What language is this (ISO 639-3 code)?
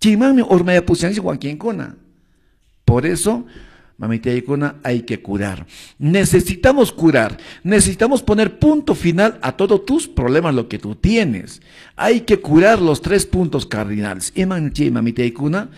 que